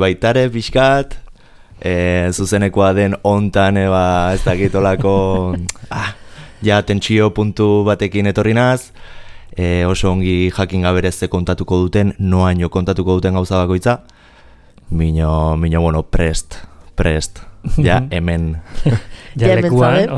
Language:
Basque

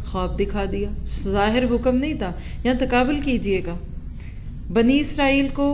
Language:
Urdu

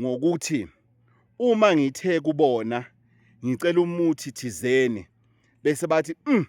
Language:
Zulu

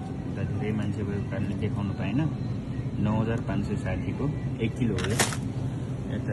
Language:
Nepali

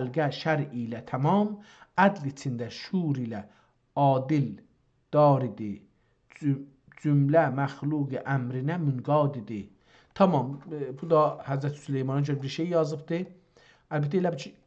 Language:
South Azerbaijani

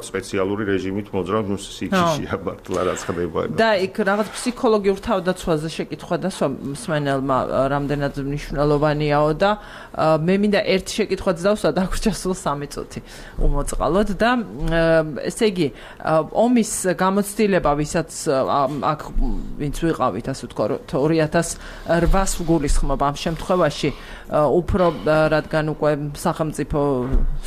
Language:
Georgian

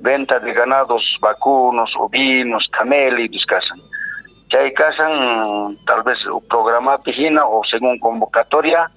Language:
Quechua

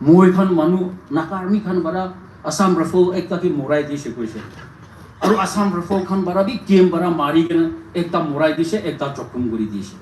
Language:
Naga Pidgin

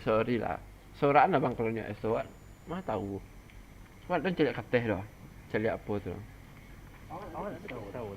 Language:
Minangkabau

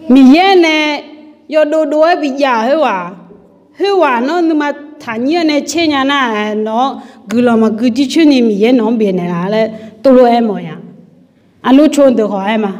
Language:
Akha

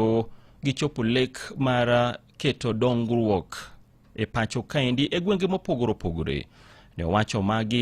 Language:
Luo (Kenya and Tanzania)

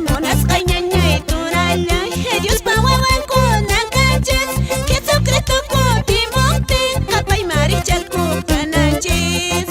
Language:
Quechua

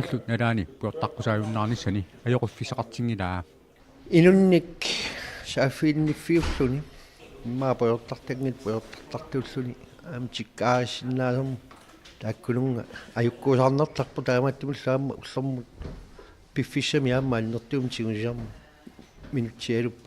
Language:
Kalaallisut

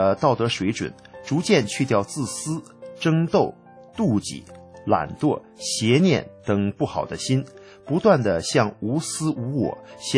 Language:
Chinese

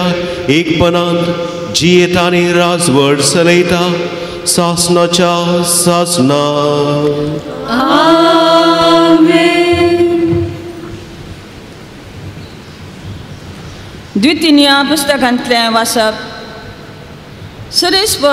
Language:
Konkani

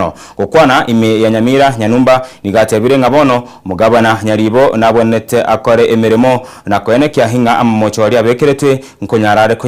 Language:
Gusii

